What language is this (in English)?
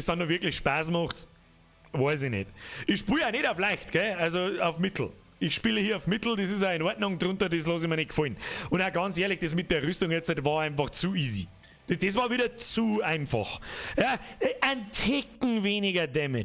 Bavarian